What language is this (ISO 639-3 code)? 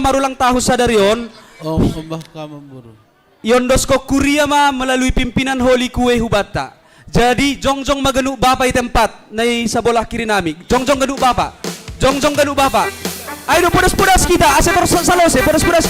bts